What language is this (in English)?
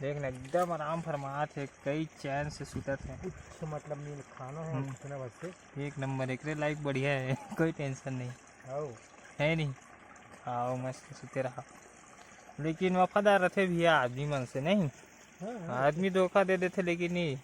Chhattisgarhi